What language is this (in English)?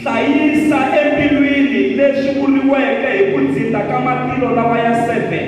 Tsonga